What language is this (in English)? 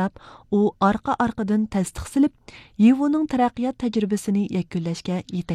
Uyghur